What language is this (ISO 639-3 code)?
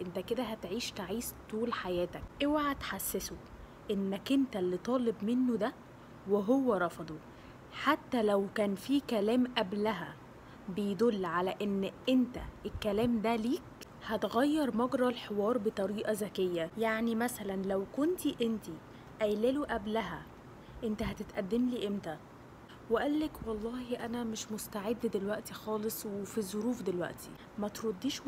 arz